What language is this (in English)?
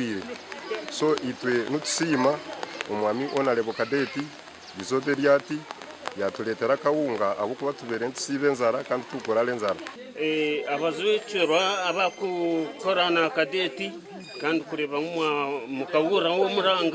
Nyankole